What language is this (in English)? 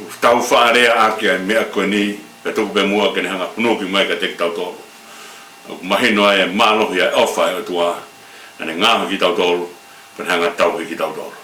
Tongan